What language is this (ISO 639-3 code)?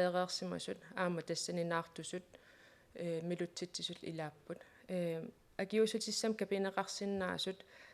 kal